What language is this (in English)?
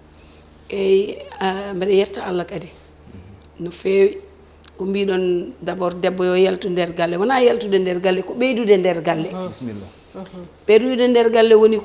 Fula